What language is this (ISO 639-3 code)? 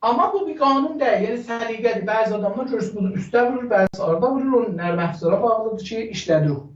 azb